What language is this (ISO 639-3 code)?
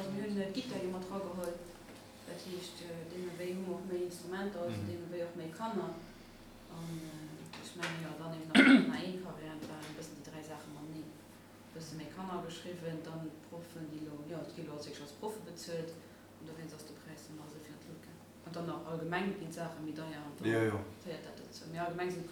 ltz